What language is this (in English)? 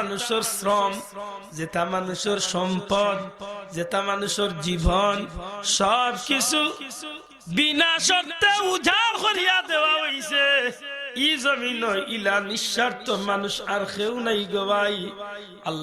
Sylheti